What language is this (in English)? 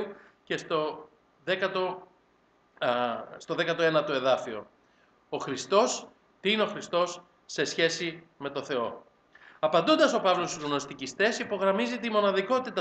Greek